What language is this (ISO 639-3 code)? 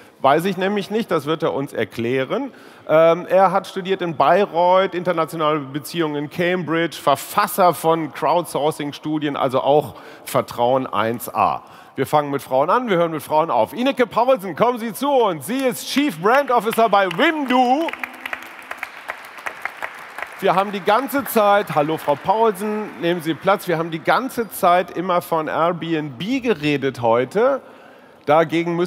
deu